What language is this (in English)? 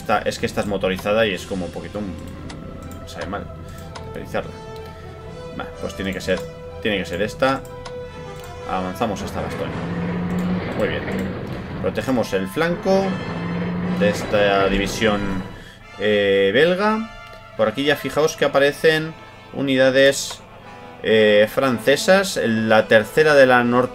Spanish